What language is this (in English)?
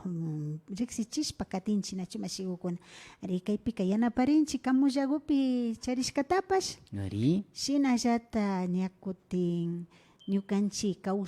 Imbabura Highland Quichua